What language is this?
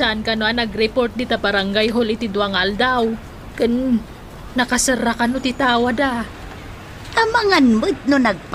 Iloko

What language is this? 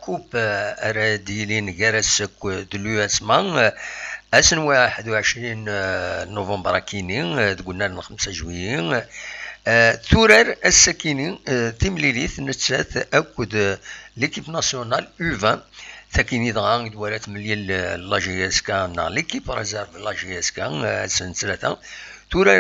Kabyle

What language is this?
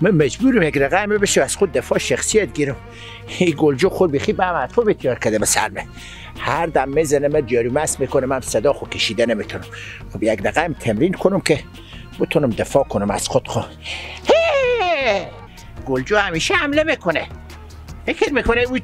Persian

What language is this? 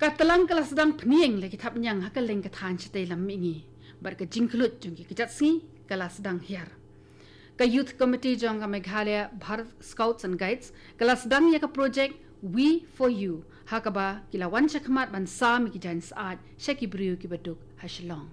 Khasi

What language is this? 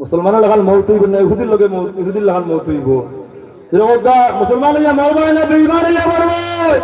Sylheti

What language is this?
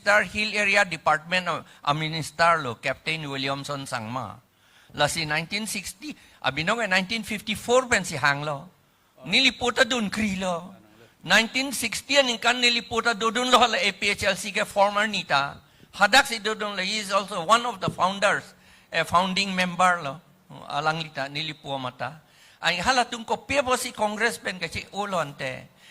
Karbi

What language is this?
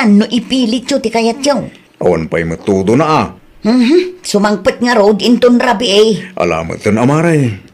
Iloko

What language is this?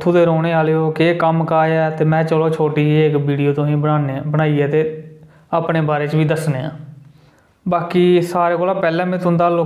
Dogri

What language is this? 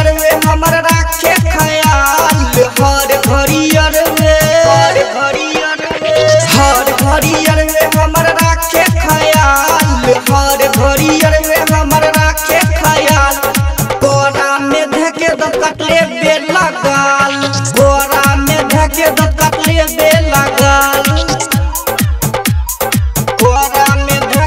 Bhojpuri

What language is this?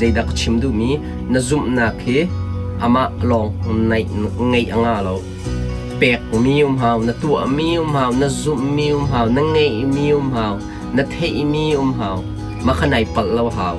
Hakha Chin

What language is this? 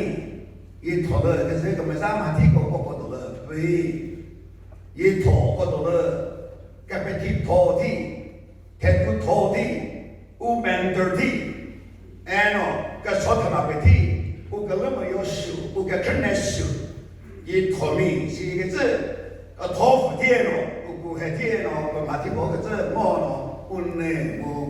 Chokri Naga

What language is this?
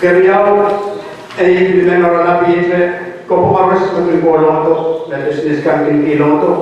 Pohnpeian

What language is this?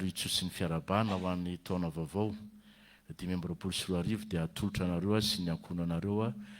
Malagasy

